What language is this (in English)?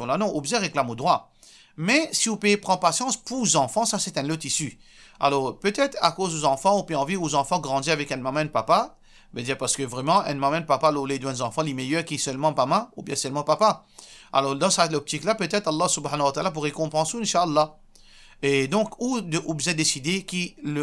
Morisyen